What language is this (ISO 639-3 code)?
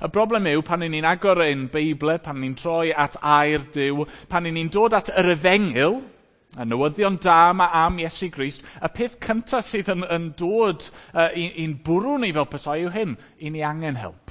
cym